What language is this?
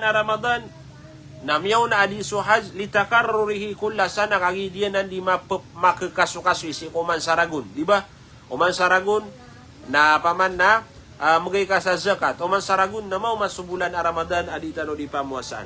Maranao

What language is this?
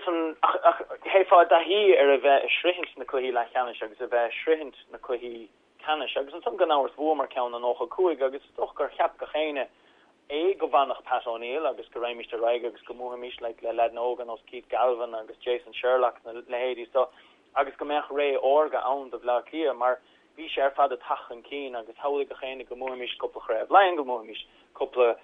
Irish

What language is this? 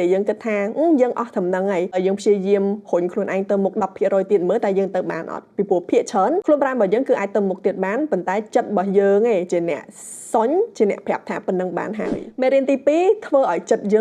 Khmer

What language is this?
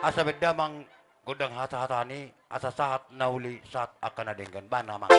Batak Toba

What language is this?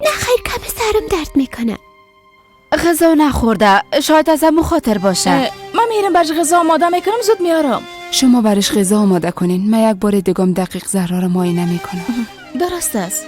Persian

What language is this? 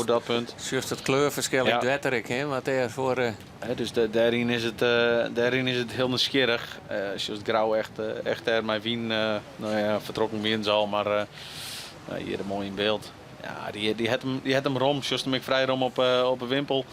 Western Frisian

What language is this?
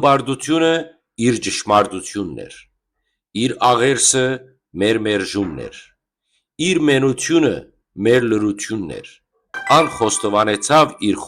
Western Armenian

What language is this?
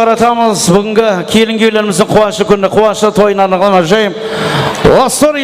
Kara-Kalpak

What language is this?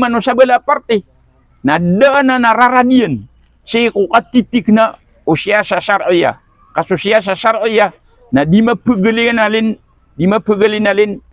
Maranao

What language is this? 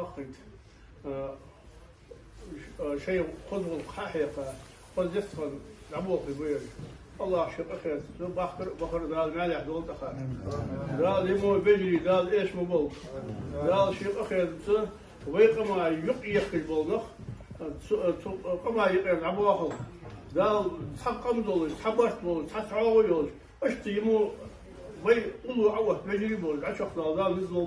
Ingush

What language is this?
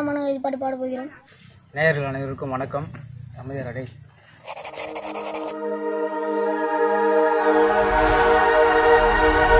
Tamil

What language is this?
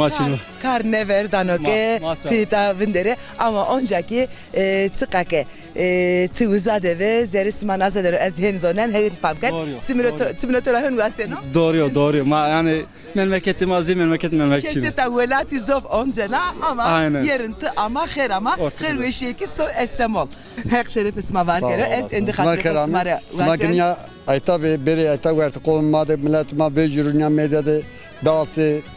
Zaza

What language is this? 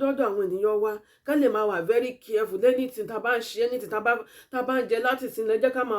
Yoruba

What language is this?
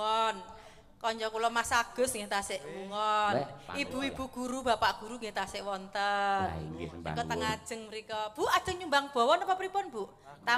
Javanese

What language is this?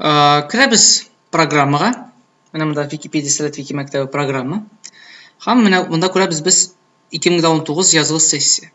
Tatar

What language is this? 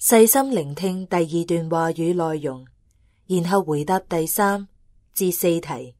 Cantonese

